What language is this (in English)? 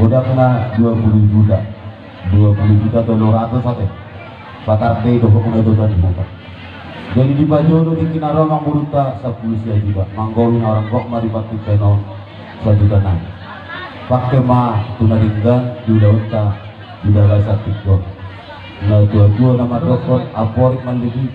Batak Toba